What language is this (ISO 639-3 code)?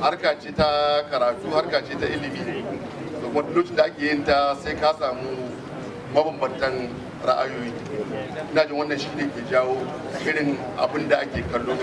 hau